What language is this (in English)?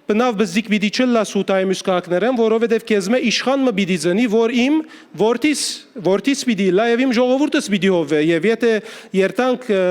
Western Armenian